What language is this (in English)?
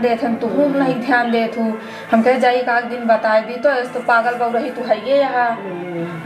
Awadhi